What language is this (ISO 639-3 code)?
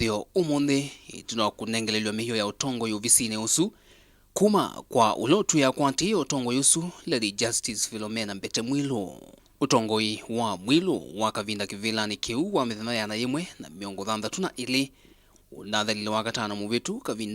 kam